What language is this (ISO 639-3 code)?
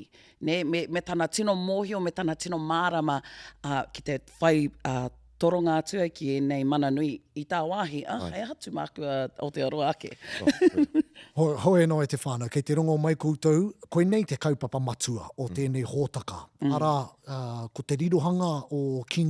mri